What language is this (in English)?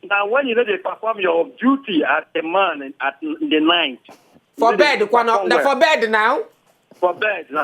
Nigerian Pidgin